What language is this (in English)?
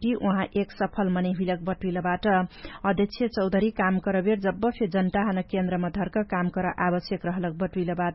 Dangaura Tharu